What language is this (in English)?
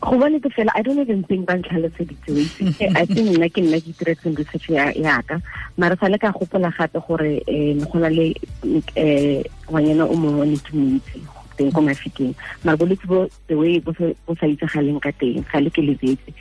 Tswana